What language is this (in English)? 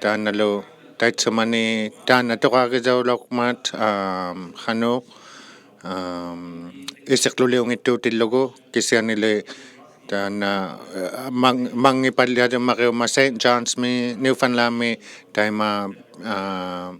Inuktitut